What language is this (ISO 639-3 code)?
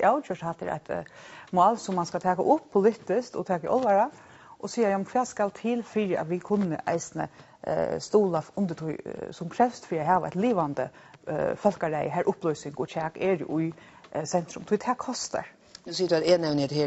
fao